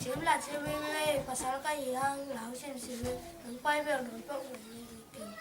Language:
Tedim Chin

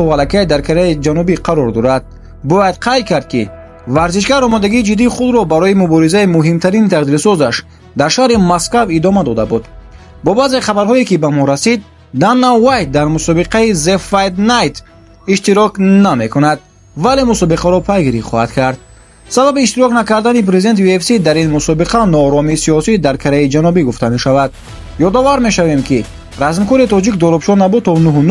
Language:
Tajik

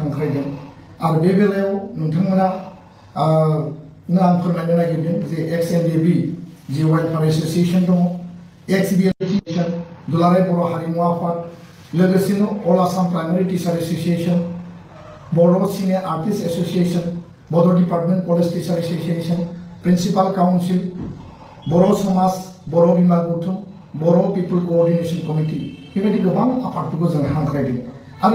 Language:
Bodo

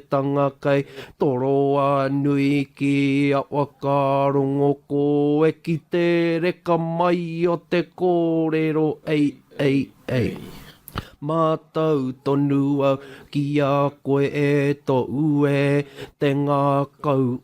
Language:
Māori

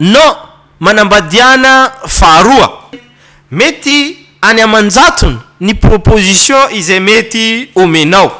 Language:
Malagasy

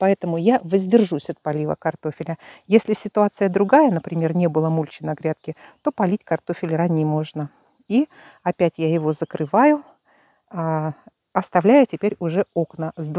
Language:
Russian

